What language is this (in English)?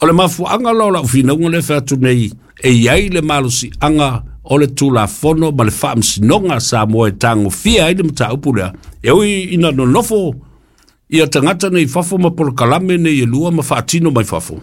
Samoan